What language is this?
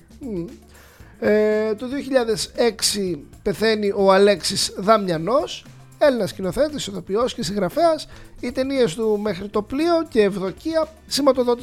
Greek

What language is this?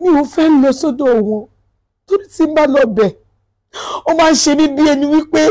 Yoruba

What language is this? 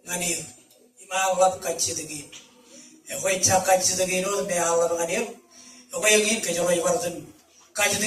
Marshallese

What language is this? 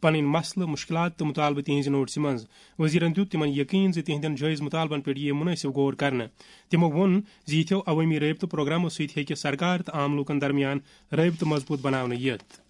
Kashmiri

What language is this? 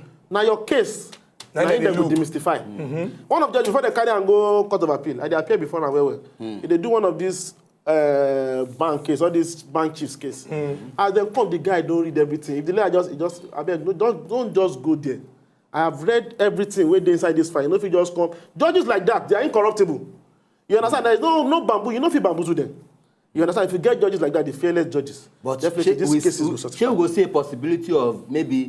Nigerian Pidgin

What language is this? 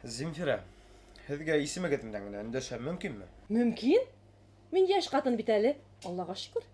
Bashkir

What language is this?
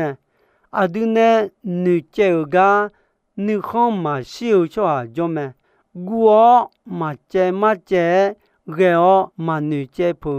Akha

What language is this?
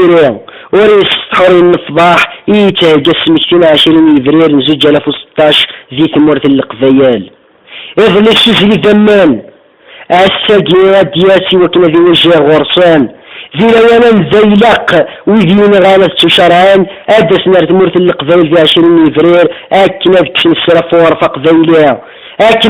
Kabyle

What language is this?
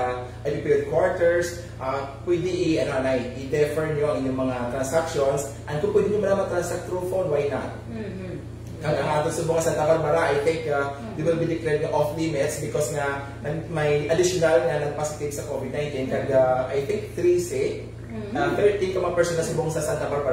Hiligaynon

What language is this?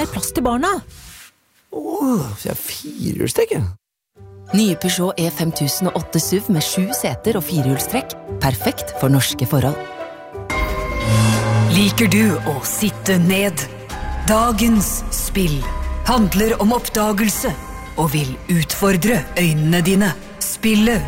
Norwegian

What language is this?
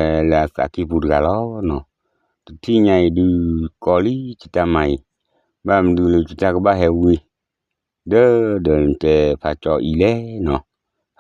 S'gaw Karen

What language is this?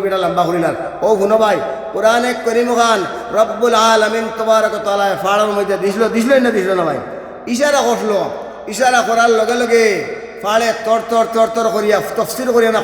Sylheti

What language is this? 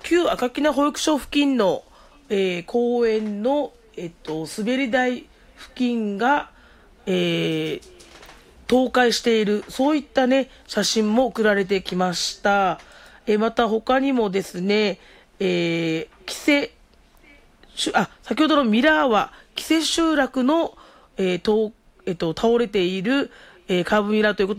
Japanese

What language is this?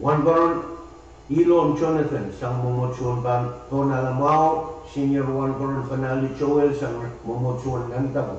Pohnpeian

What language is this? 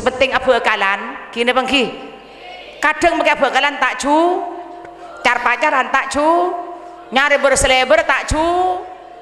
Madurese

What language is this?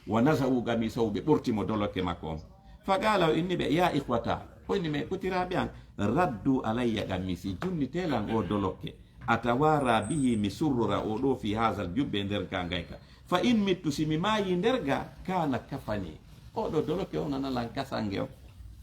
Fula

